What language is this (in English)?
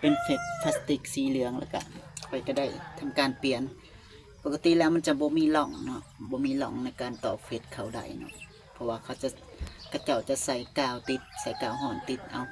Lao